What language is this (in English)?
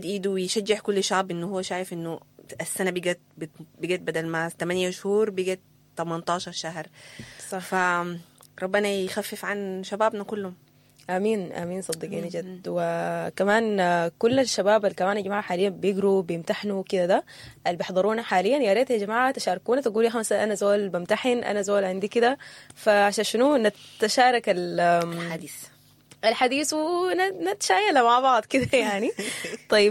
Sudanese Arabic